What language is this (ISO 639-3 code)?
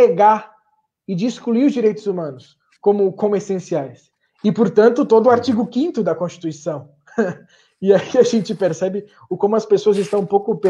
por